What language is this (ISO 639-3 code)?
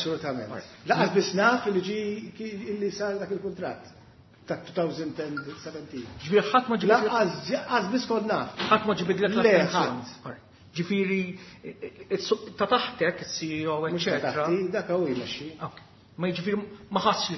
mlt